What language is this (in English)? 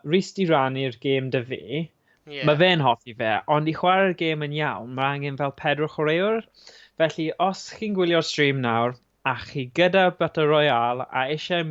Welsh